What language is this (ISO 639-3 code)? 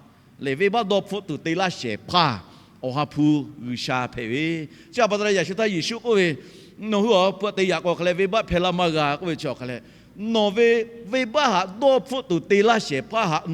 lhu